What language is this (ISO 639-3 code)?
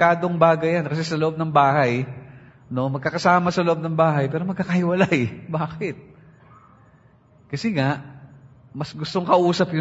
fil